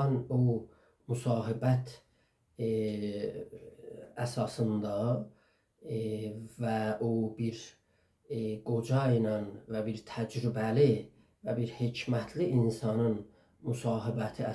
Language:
South Azerbaijani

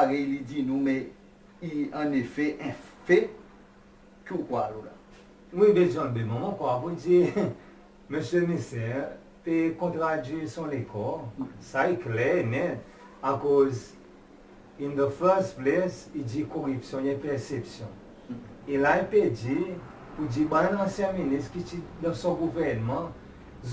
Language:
Seselwa Creole French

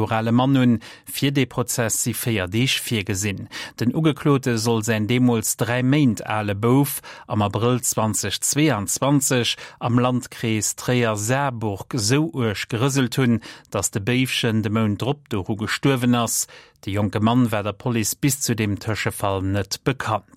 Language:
Luxembourgish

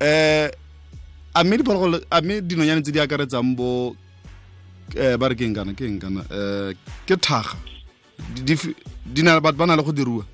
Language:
Tswana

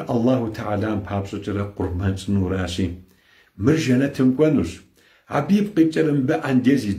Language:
Kabardian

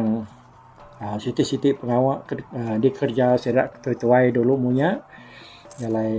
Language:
Iban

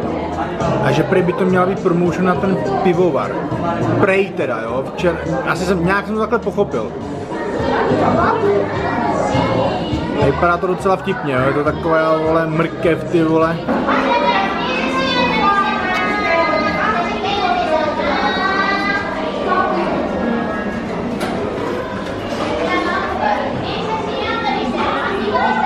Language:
Czech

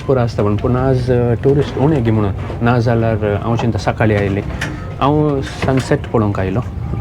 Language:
Konkani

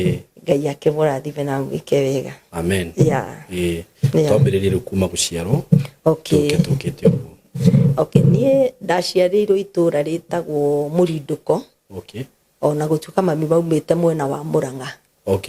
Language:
Kikuyu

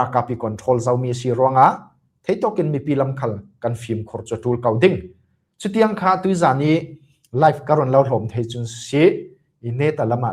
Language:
Falam Chin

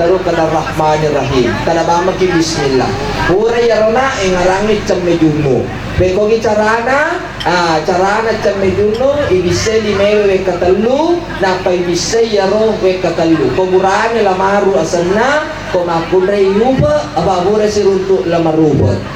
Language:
Buginese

